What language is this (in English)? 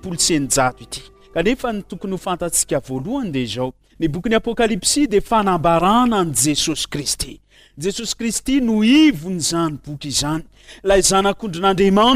Malagasy